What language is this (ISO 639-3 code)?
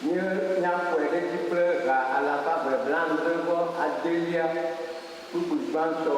ewe